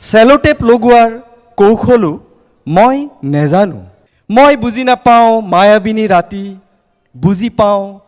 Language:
Assamese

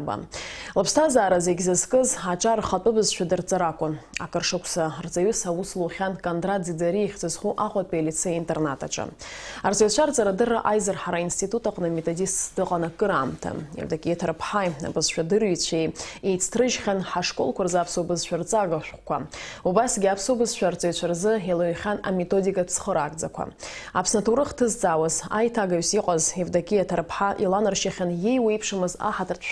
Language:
Abkhazian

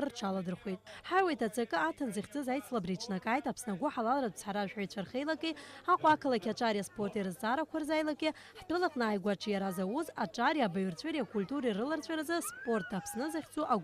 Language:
Abkhazian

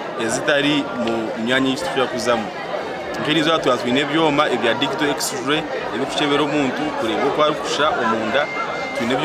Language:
Nyankole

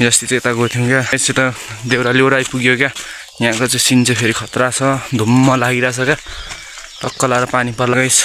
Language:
Nepali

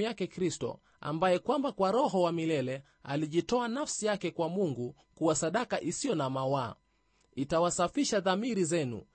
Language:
Swahili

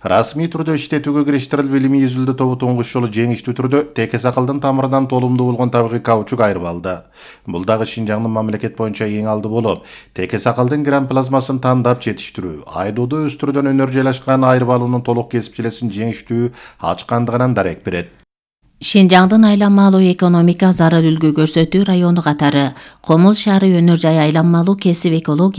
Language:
Kyrgyz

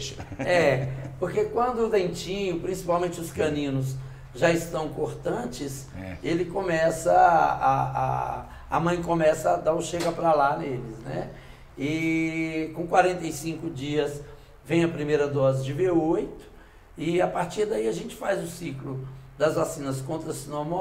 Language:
Portuguese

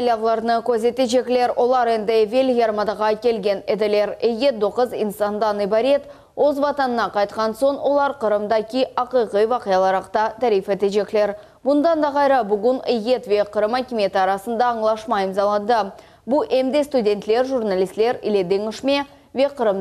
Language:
Crimean Tatar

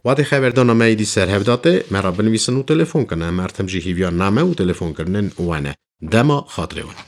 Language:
Kurdish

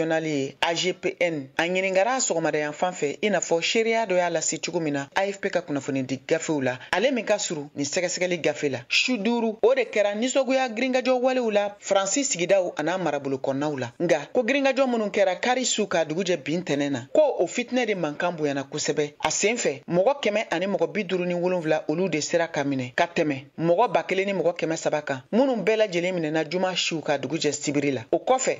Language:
Bambara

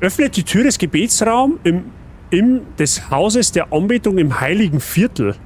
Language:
Bavarian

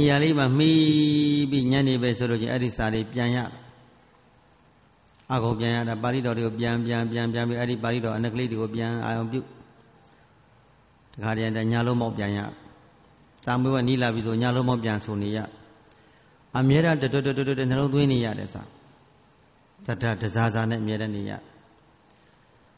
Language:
Burmese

